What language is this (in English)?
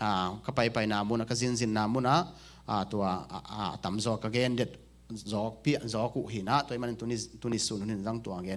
Tedim Chin